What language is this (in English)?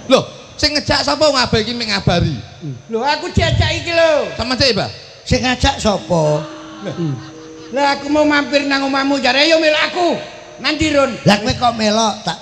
Javanese